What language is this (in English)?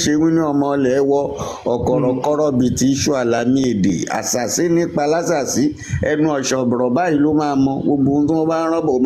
Yoruba